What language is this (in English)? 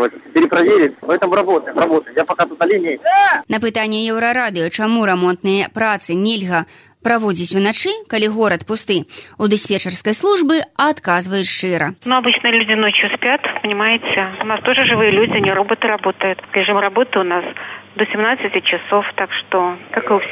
Belarusian